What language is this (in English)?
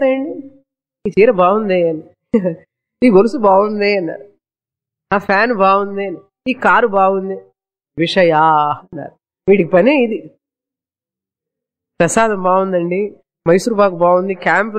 Telugu